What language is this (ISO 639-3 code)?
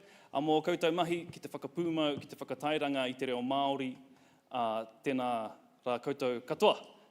mri